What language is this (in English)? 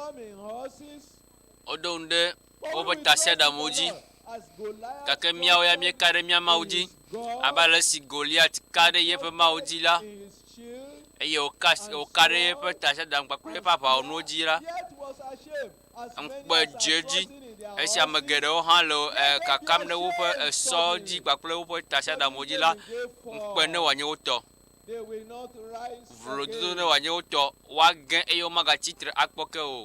Ewe